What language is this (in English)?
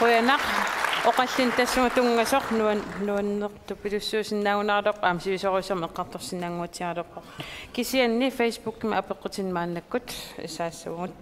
Kalaallisut